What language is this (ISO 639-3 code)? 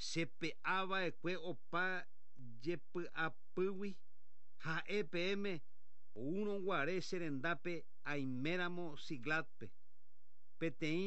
grn